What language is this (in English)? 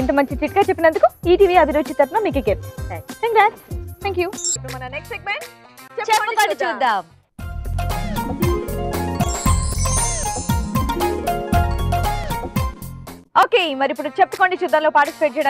Telugu